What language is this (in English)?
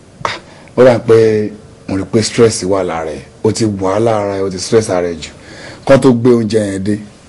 Yoruba